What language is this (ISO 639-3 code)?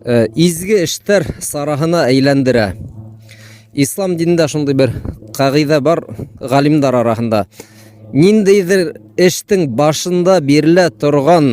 bak